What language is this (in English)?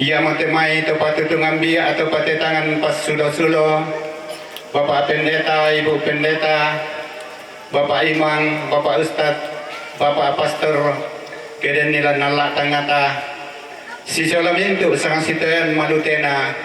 Toraja-Sa'dan